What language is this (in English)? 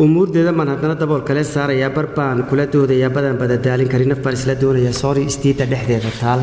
Somali